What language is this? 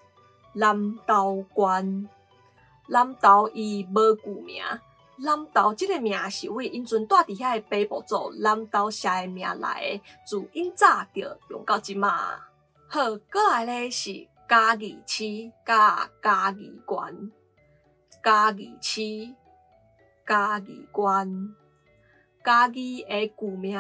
Min Nan Chinese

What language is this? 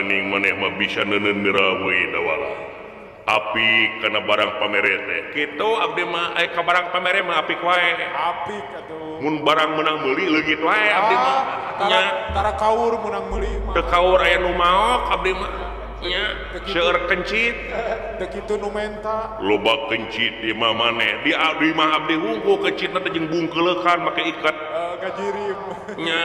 Sundanese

